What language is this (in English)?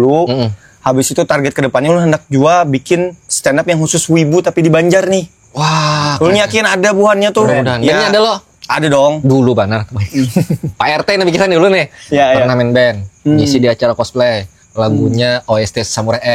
Banjar